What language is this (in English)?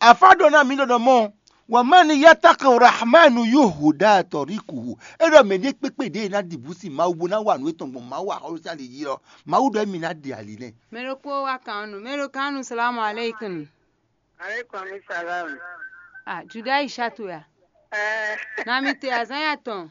Fon